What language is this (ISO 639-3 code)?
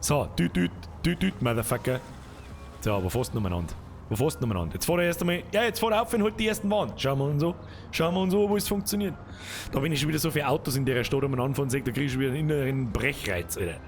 bar